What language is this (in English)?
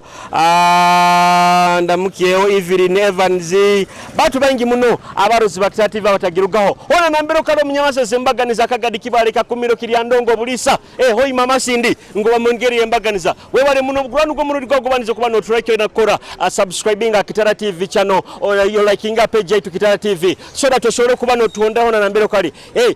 Nyoro